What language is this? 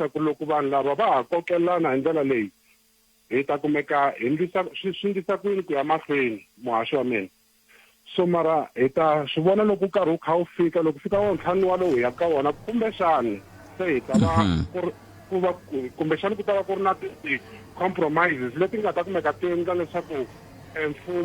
Tsonga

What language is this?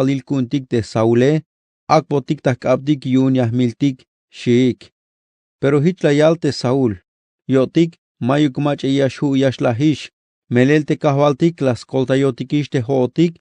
Tzeltal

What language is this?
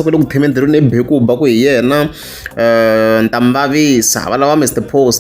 Tsonga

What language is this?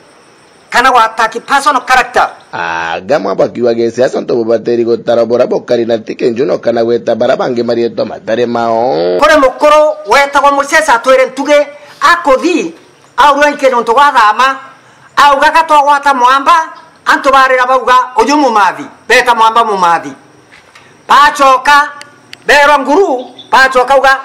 Meru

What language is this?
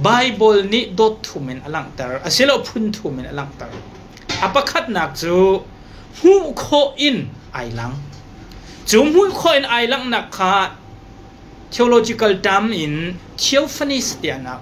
Hakha Chin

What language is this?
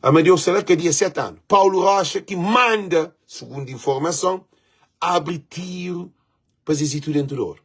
Kabuverdianu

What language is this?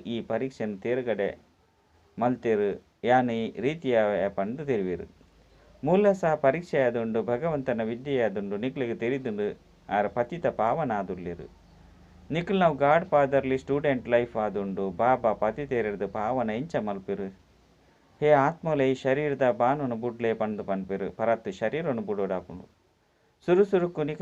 Tulu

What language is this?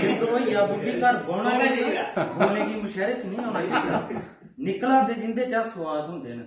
Dogri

